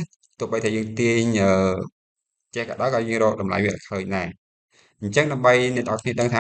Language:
Khmer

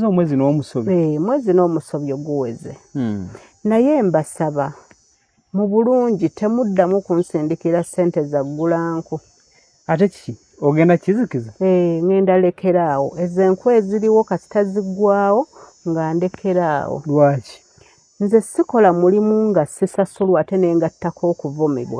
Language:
Ganda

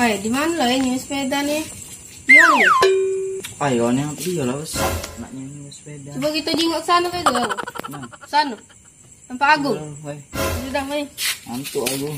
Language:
Musi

